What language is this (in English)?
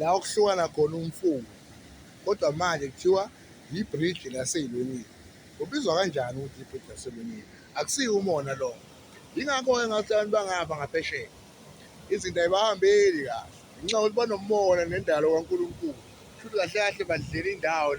Zulu